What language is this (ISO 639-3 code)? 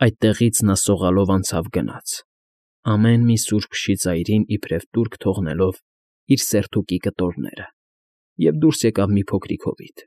hye